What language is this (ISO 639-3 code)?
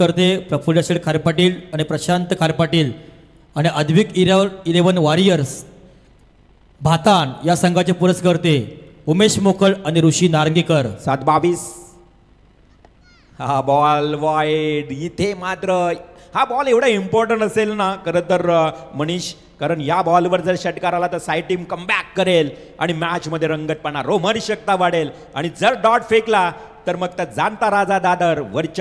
mar